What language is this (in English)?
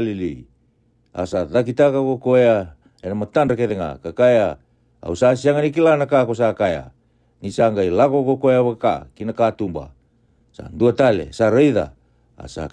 Fijian